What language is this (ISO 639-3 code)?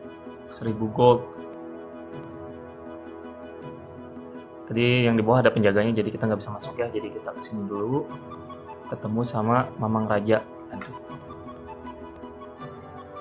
ind